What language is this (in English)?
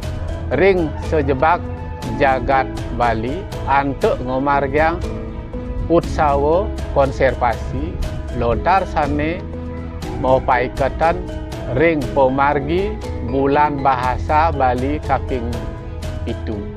Balinese